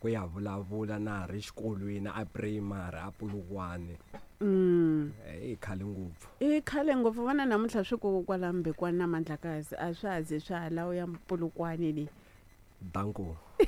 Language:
Tsonga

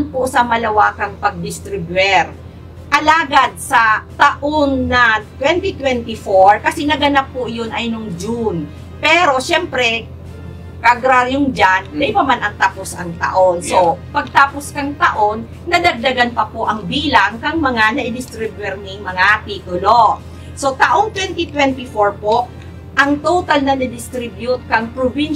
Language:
Bikol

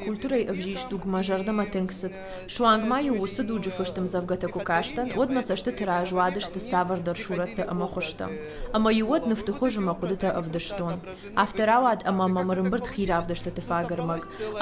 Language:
Ossetic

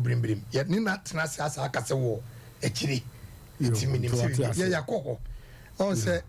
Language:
Akan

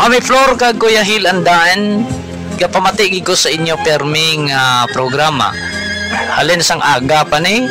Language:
Hiligaynon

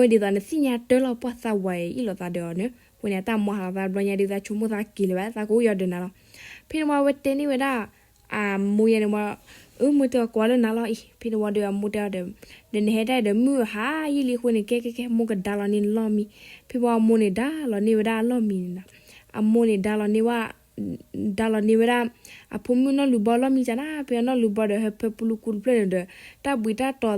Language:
S'gaw Karen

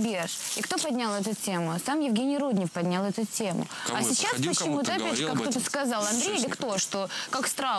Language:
Russian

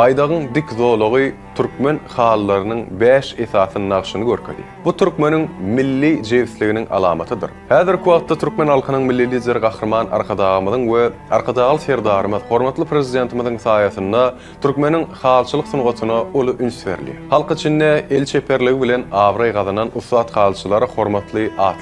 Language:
Turkmen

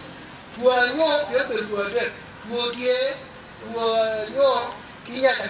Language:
Acoli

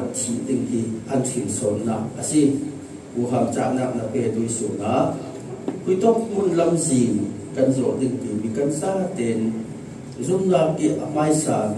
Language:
Falam Chin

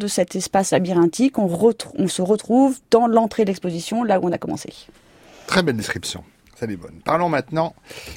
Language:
French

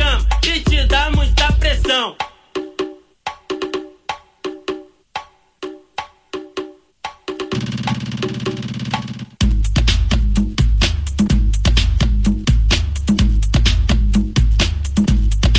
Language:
Spanish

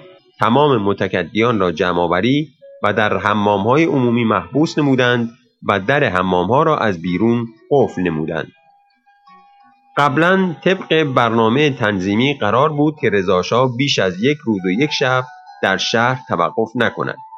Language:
Persian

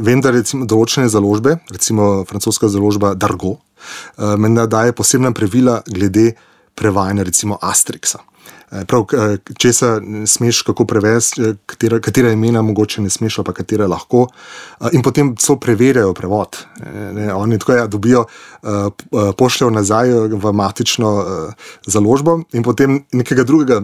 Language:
Slovenian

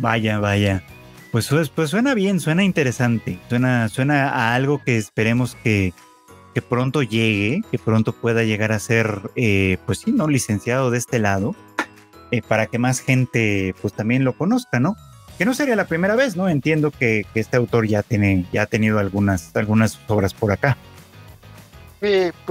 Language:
Spanish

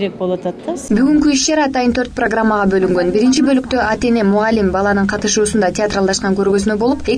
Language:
Kyrgyz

